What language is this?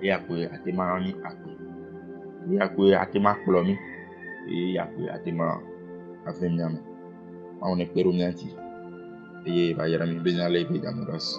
Ewe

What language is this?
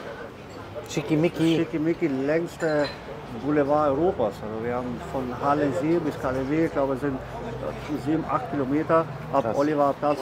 German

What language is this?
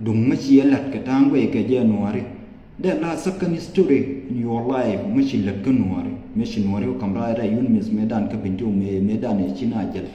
Nuer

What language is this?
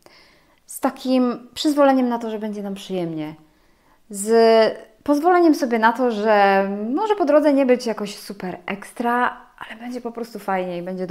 Polish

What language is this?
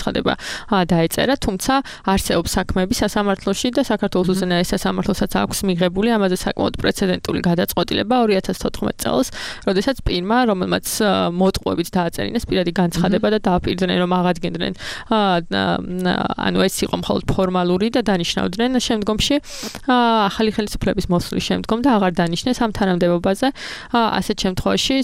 Georgian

